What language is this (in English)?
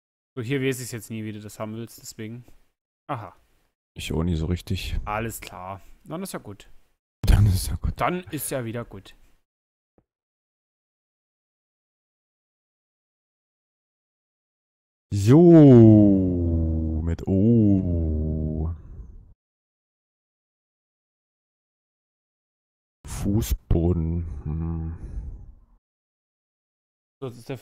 German